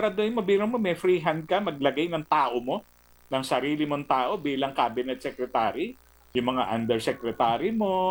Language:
Filipino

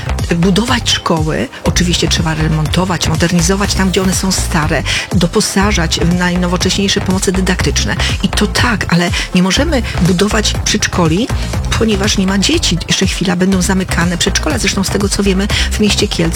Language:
Polish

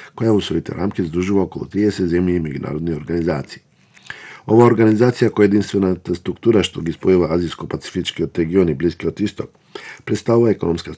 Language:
Macedonian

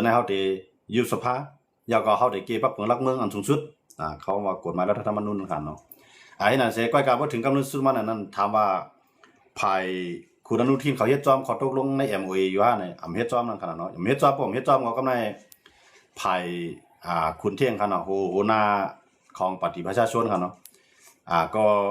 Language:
Shan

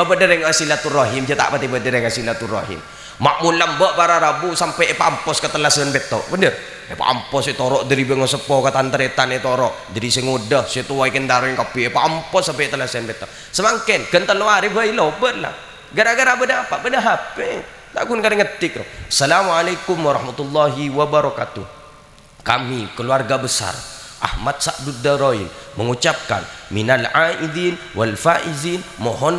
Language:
Madurese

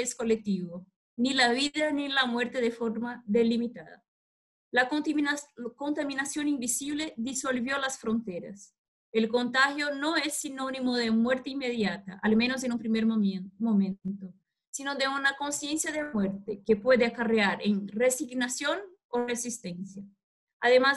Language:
Spanish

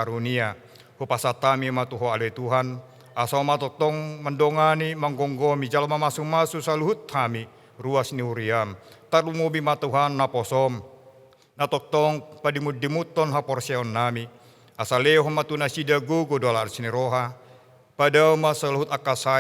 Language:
Batak Toba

